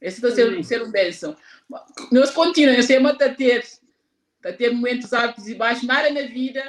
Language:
Kabuverdianu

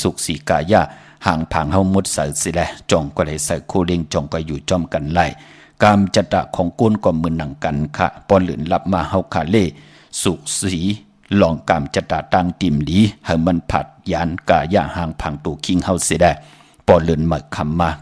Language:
Shan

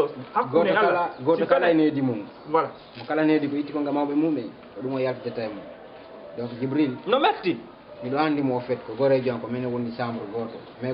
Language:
Fula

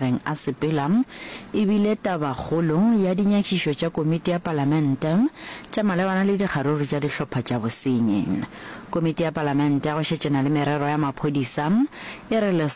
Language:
Northern Sotho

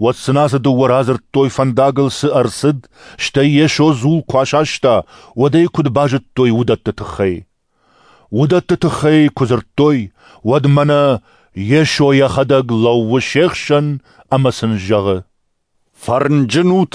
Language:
Ossetic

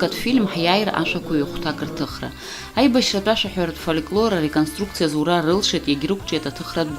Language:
Abkhazian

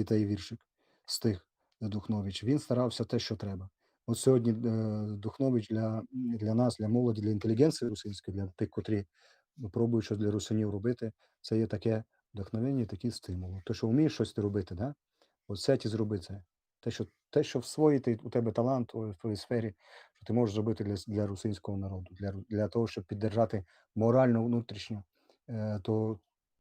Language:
Rusyn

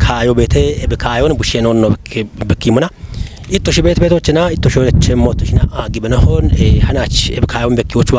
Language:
Kafa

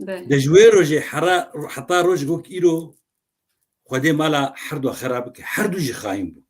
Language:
Kurdish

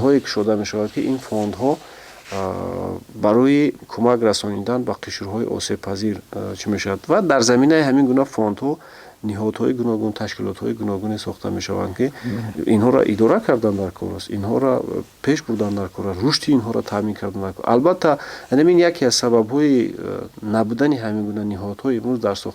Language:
Tajik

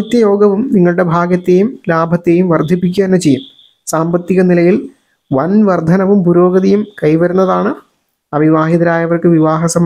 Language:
Malayalam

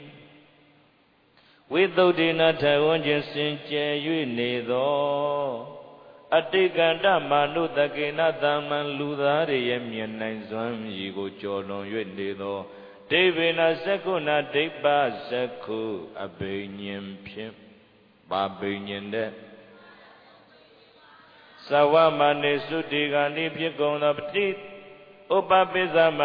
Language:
Burmese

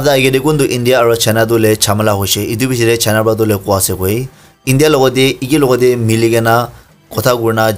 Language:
Naga Pidgin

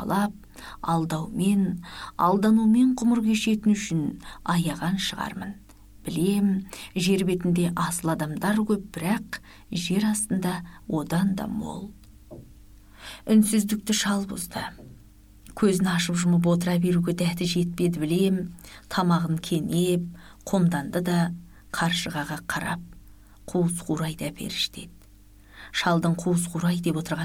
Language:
Kazakh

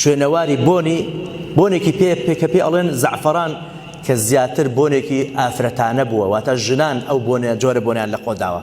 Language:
Central Kurdish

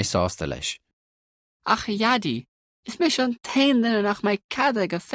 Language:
Irish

